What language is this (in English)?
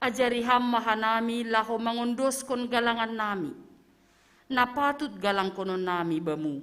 Batak Simalungun